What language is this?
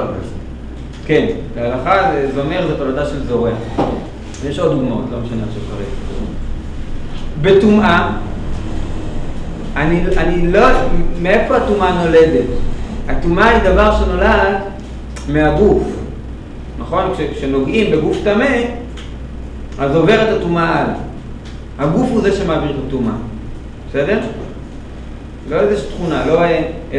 Hebrew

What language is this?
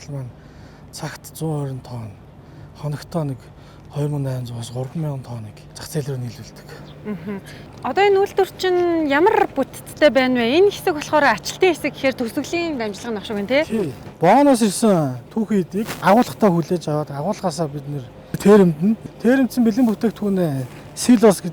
Mongolian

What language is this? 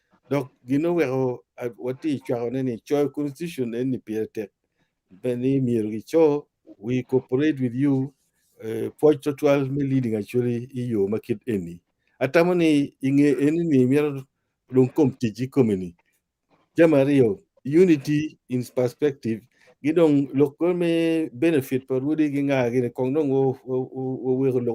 Acoli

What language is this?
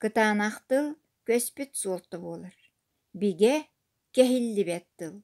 Yakut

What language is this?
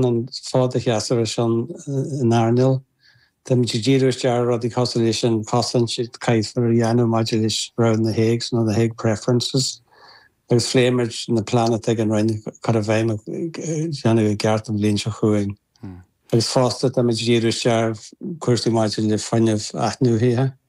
Irish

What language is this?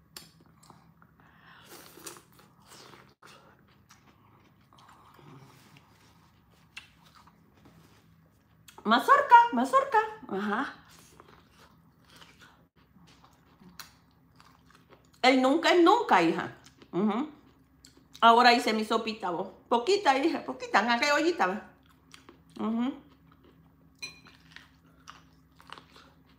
Spanish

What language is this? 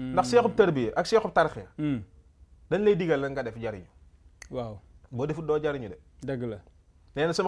Wolof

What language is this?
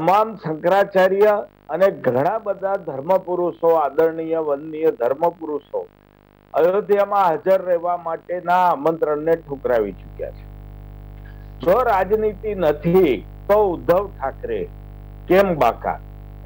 Gujarati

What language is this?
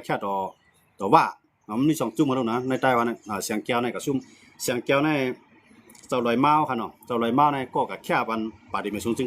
Shan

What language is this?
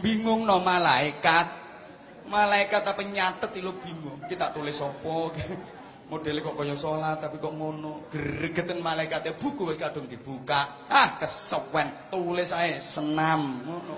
Javanese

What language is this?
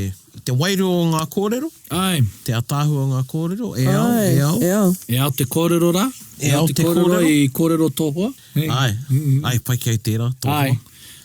Māori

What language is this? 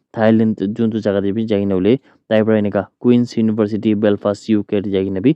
Naga Pidgin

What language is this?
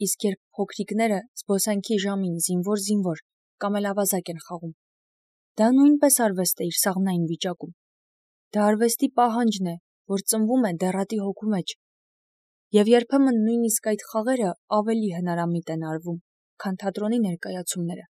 Armenian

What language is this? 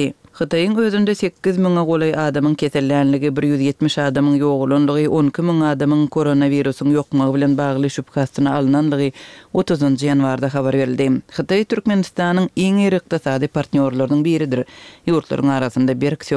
Turkmen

